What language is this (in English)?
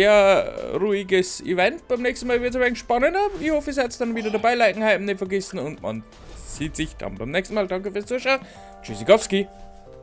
Bavarian